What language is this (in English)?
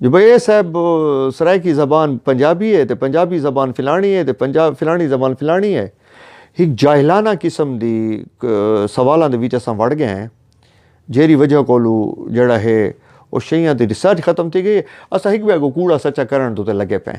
Saraiki